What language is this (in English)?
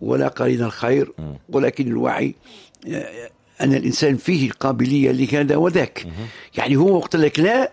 Tunisian Arabic